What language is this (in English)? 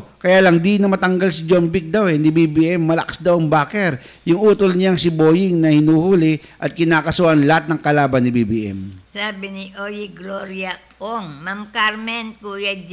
Filipino